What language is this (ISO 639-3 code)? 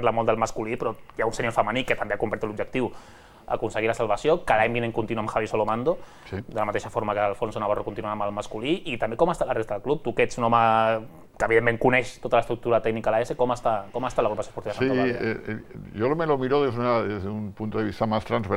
cat